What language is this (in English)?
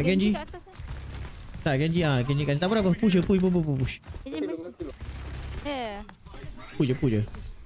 Malay